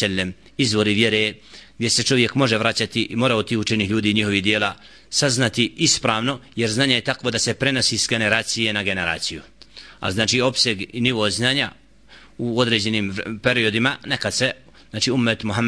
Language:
Bosnian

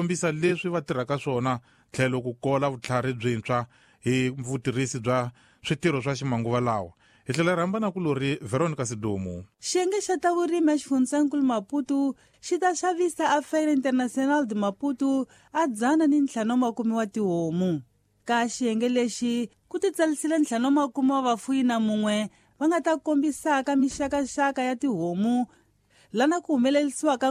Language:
Tsonga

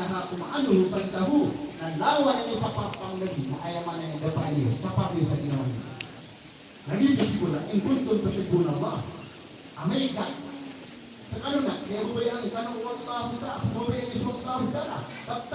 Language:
Maranao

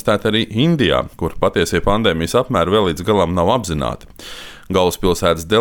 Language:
Latvian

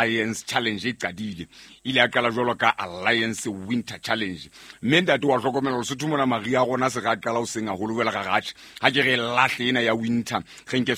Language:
Southern Sotho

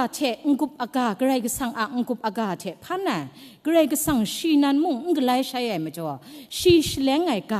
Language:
Kachin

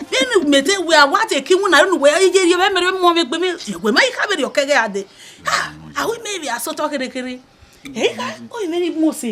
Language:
Bini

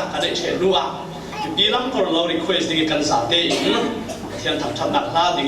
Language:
Falam Chin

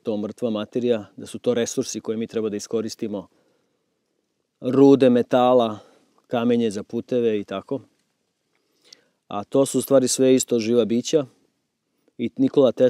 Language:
Serbian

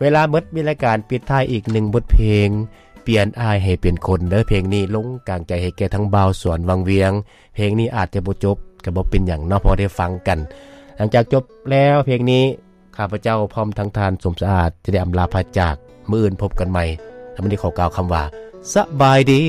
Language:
Lao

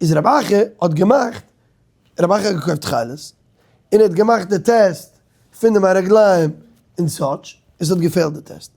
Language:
Yiddish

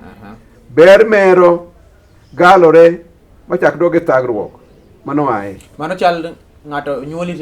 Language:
Luo (Kenya and Tanzania)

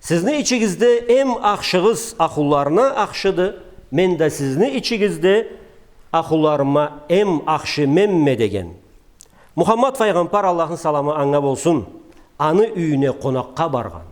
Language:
Karachay-Balkar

